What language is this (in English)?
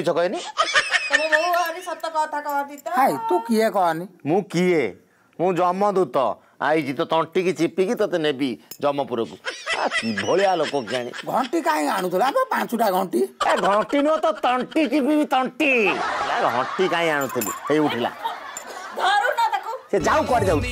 Odia